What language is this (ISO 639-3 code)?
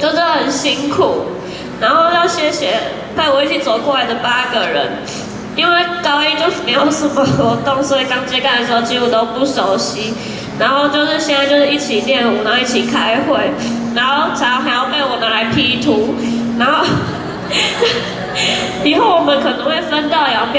zho